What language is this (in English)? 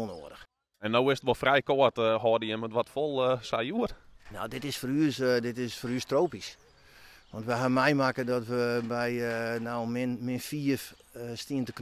Western Frisian